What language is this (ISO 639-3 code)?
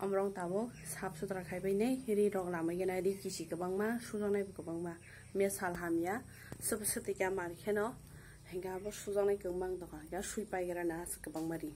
trp